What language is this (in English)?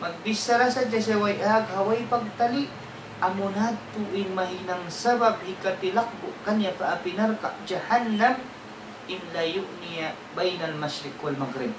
Tausug